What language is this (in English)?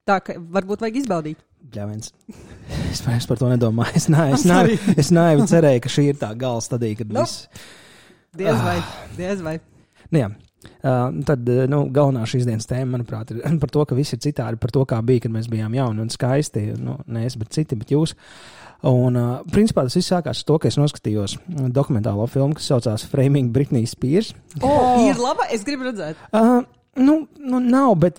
Latvian